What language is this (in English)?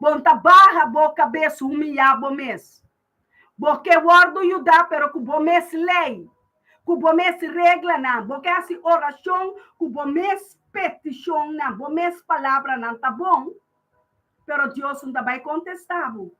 Papiamento